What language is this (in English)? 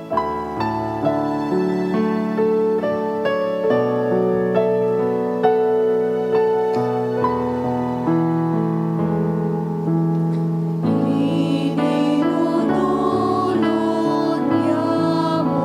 Bikol